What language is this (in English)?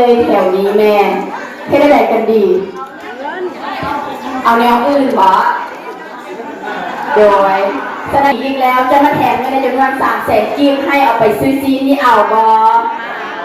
Northeastern Thai